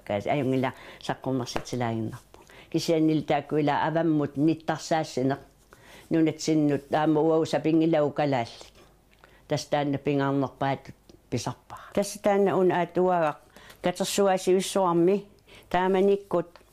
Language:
Kalaallisut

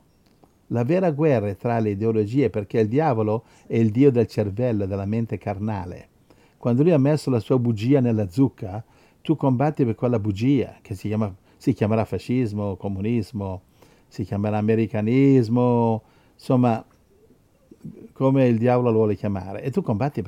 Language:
Italian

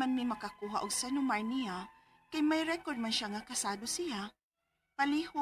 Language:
Cebuano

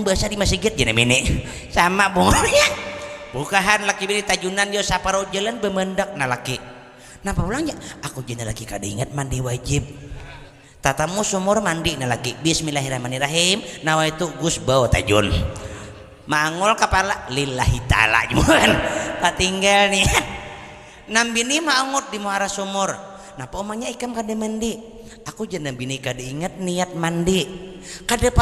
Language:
Banjar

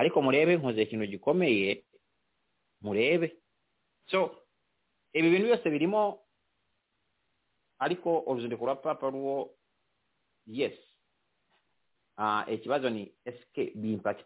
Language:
Kinyarwanda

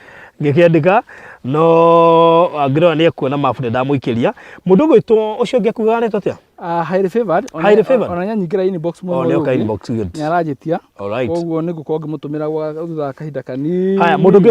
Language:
Kikuyu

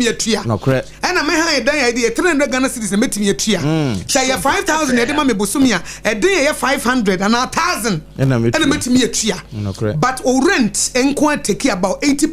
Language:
Akan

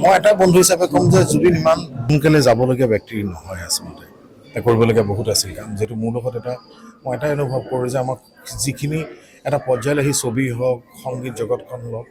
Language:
Assamese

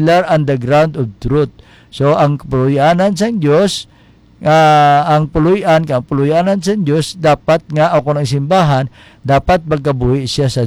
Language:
Hiligaynon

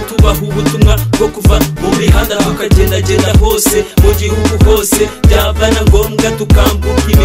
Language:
Kinyarwanda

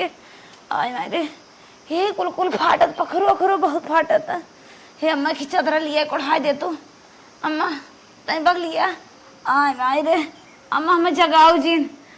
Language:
Awadhi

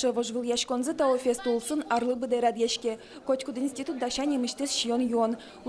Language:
Udmurt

